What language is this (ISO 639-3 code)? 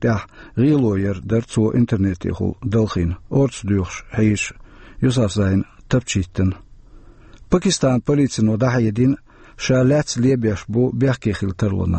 che